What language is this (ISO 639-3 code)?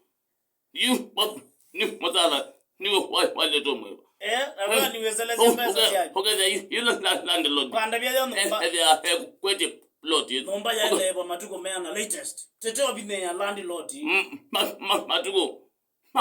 kam